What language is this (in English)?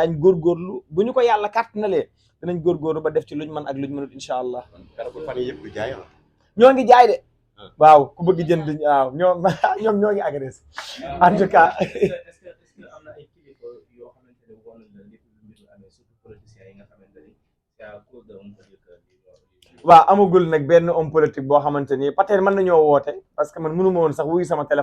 Wolof